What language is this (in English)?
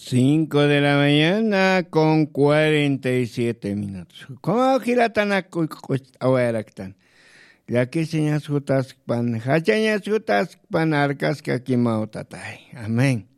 Aymara